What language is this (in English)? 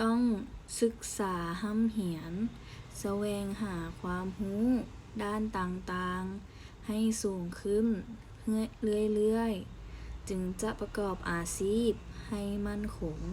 Lao